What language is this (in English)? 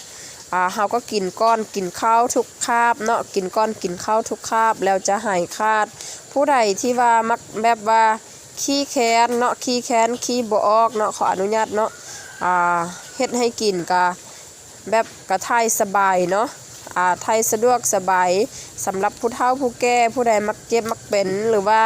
Lao